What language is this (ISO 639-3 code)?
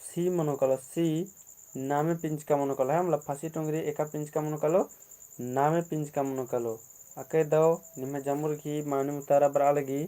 kru